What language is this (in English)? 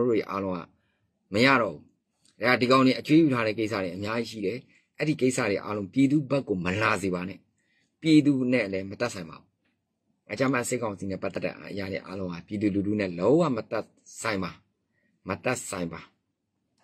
Burmese